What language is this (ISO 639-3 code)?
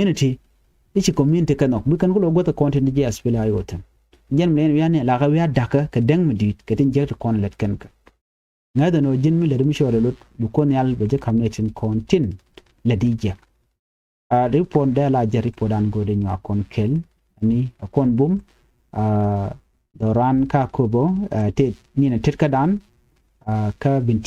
nus